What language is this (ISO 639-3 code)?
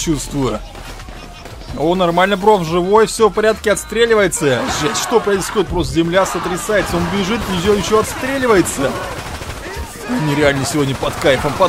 rus